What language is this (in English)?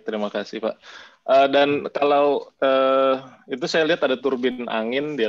Indonesian